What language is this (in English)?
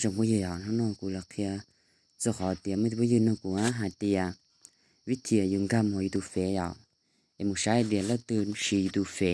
Hmong